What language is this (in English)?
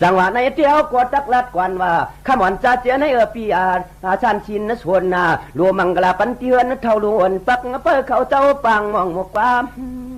Shan